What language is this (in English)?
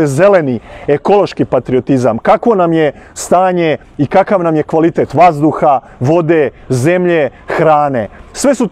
Serbian